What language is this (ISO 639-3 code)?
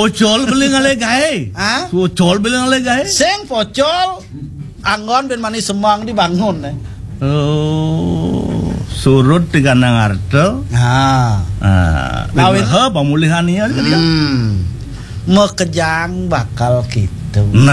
ban